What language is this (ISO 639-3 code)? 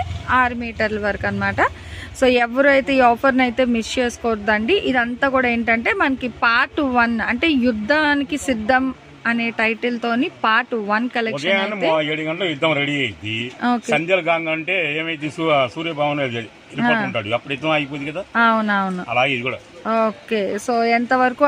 tel